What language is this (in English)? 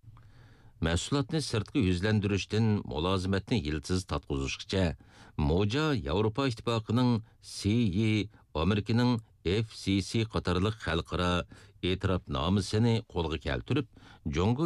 Uyghur